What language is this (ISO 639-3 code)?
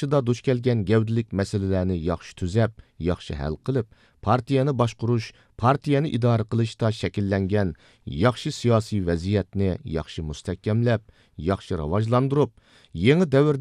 uig